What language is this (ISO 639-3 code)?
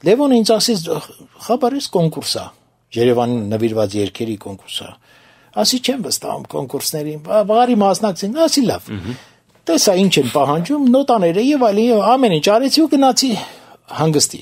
hye